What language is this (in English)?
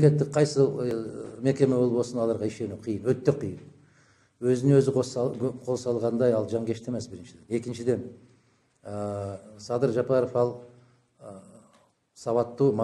Kyrgyz